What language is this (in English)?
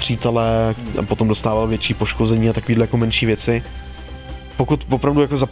Czech